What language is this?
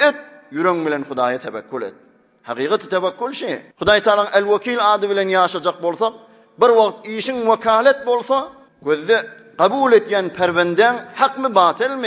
Turkmen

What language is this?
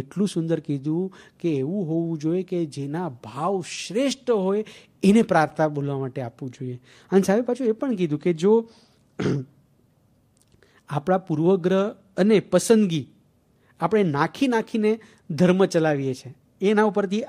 Gujarati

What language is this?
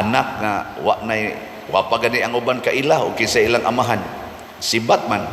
Cebuano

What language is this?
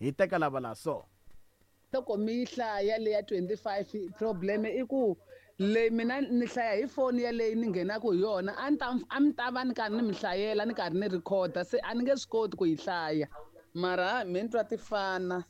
Tsonga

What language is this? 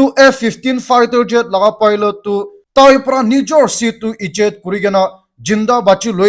Naga Pidgin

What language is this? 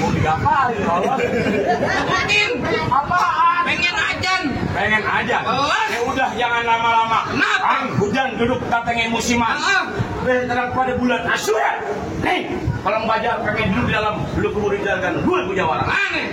Betawi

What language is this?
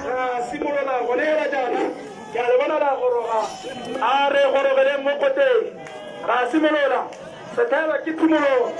Tswana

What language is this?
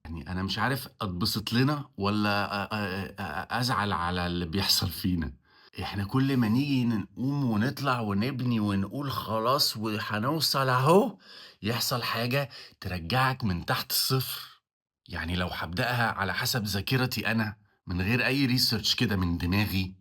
Egyptian Arabic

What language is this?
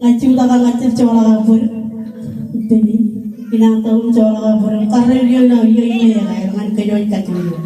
Marshallese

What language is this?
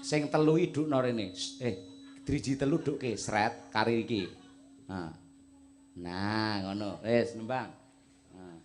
Javanese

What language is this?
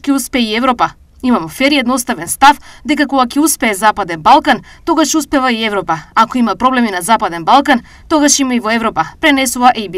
Macedonian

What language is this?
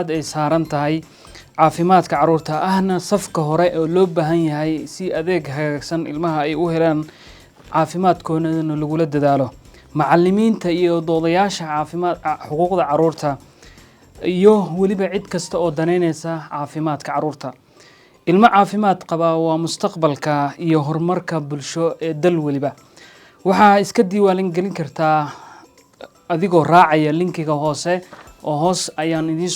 Somali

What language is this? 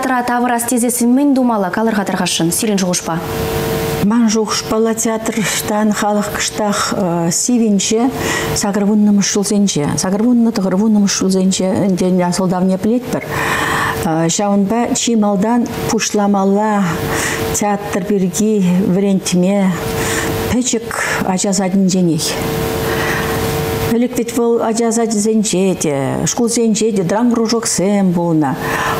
Chuvash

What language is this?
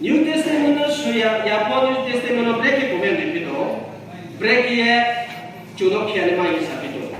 Riang (India)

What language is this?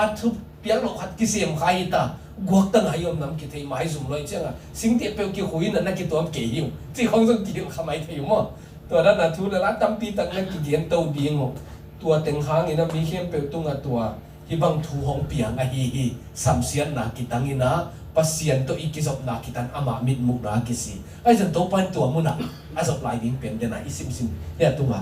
Tedim Chin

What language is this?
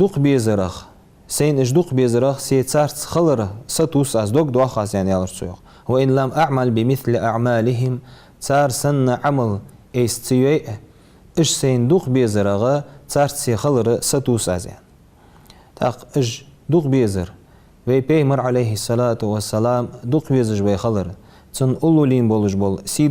Ingush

